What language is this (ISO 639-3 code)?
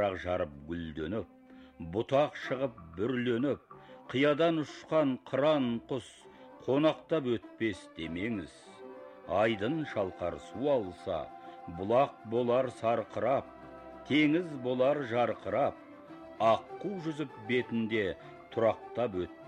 kaz